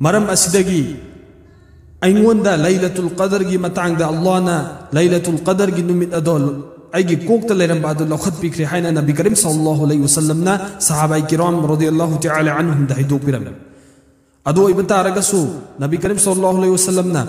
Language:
Manipuri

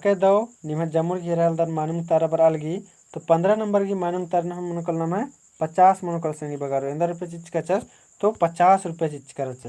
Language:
Kurukh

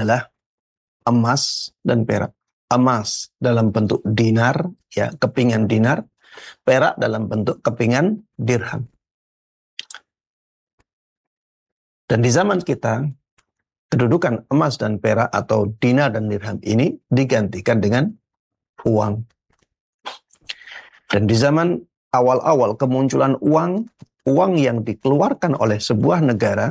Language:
Indonesian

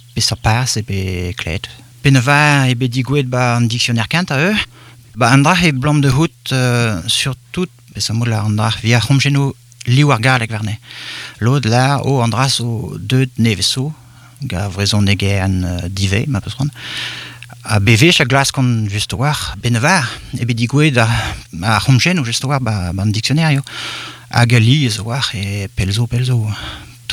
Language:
Breton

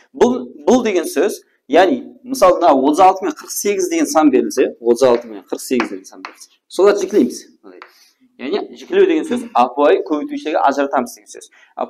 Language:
Kara-Kalpak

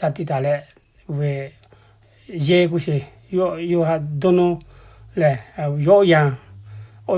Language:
Lahu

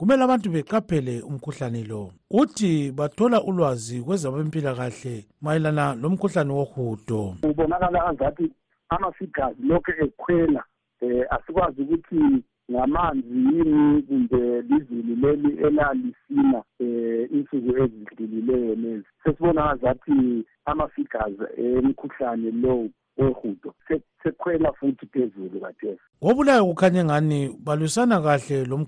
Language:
North Ndebele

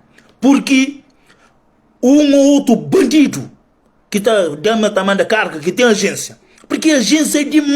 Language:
Kabuverdianu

